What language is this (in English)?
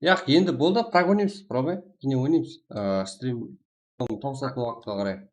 Kara-Kalpak